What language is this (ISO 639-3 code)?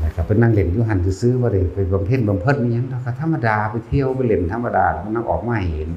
tts